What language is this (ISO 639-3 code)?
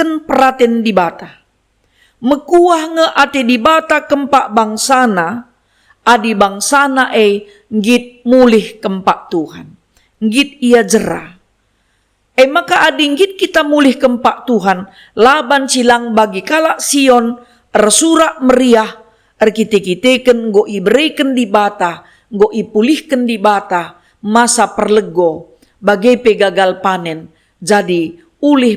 btx